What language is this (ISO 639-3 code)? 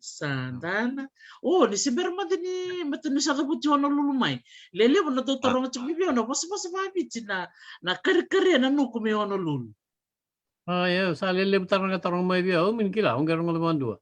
fij